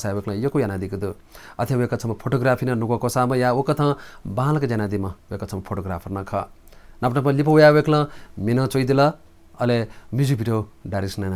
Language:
Newari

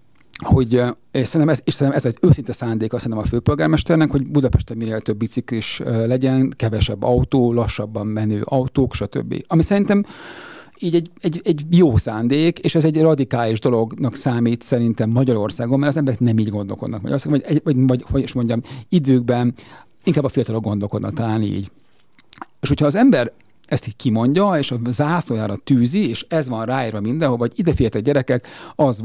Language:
Hungarian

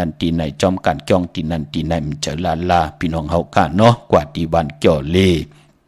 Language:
Shan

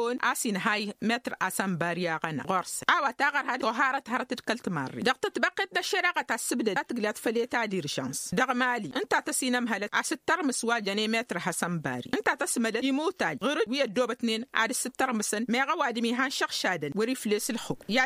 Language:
Tamasheq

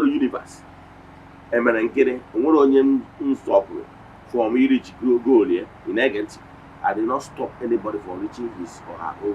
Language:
Igbo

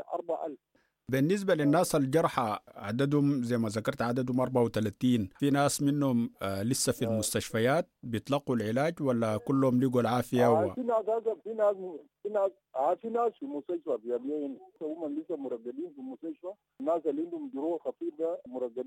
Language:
Sudanese Arabic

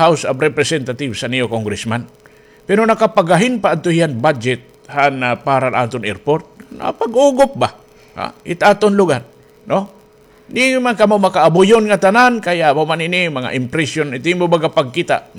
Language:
Waray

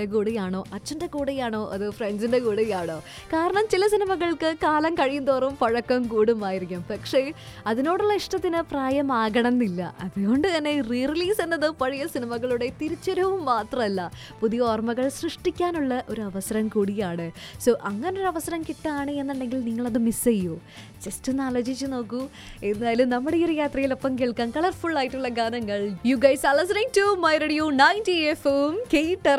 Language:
Malayalam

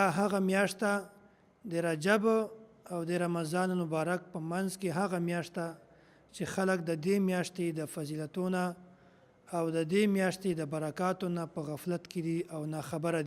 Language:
Pashto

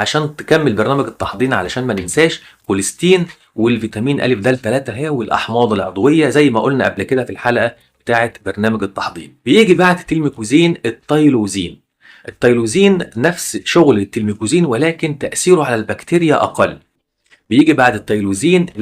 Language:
Egyptian Arabic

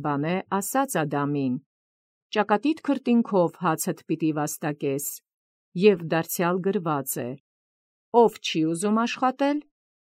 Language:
Armenian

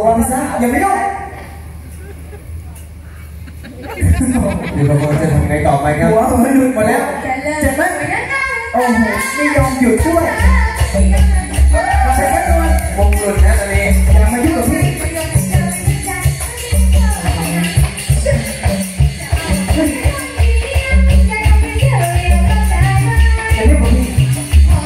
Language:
Thai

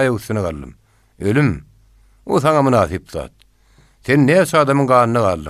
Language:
Turkmen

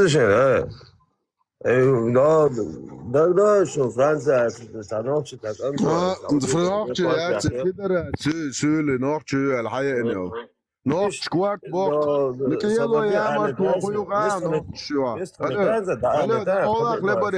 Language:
Chechen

